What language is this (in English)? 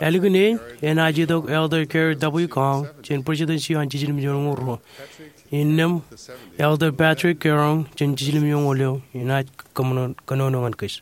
Marshallese